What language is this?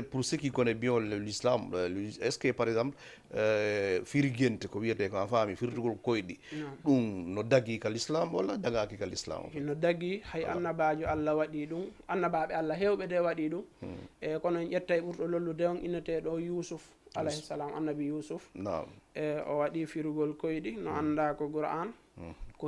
Fula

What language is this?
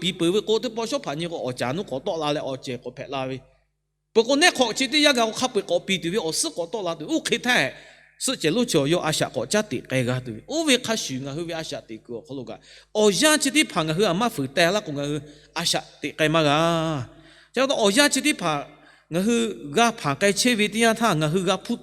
Lahu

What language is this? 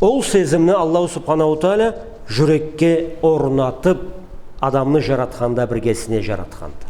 Karachay-Balkar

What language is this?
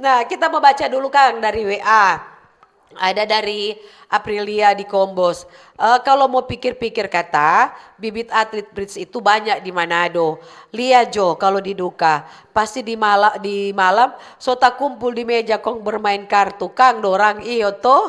Manado Malay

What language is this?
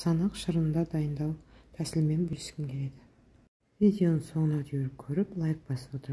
Kazakh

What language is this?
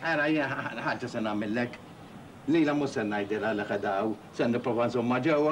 Maltese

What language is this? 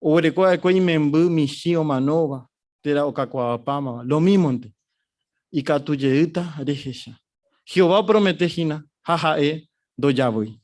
Guarani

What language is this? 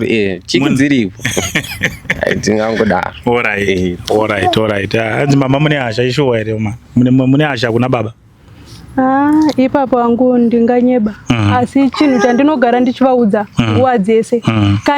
Shona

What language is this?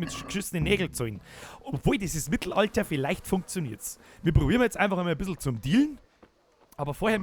Bavarian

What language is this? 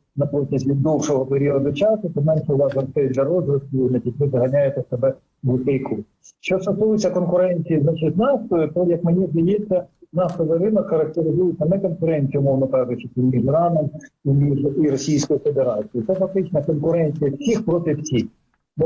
Ukrainian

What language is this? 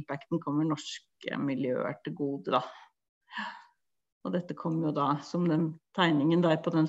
Norwegian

